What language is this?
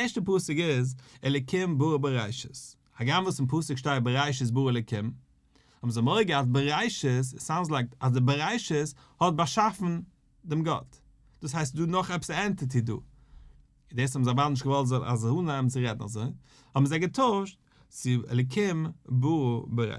Yiddish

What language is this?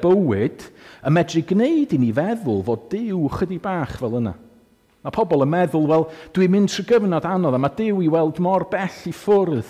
Welsh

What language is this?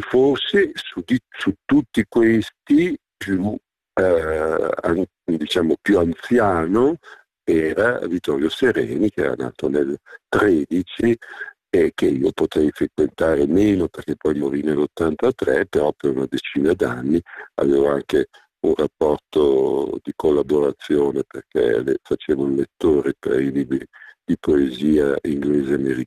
Italian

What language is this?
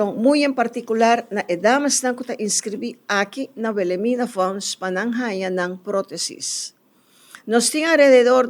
Papiamento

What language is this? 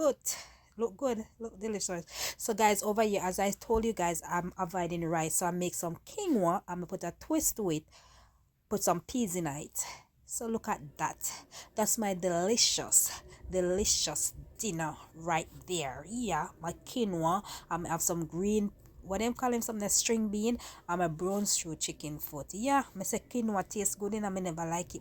Jamaican Creole English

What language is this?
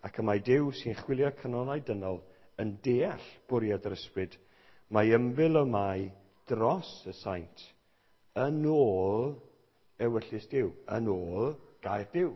Welsh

